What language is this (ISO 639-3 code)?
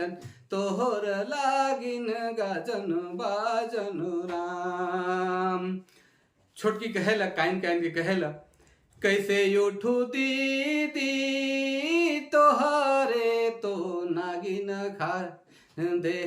sck